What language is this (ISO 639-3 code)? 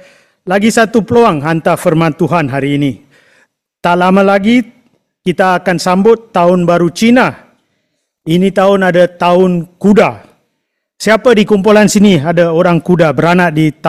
msa